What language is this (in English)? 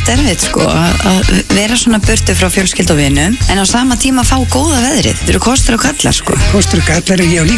Icelandic